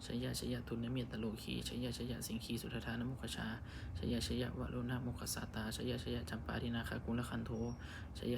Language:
Pali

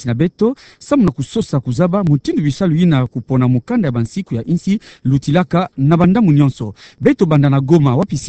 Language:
Kituba (Democratic Republic of Congo)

